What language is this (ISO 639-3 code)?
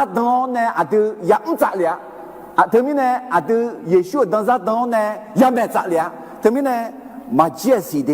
ahk